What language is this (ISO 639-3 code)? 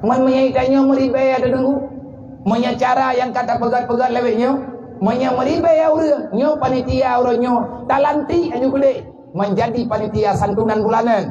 ace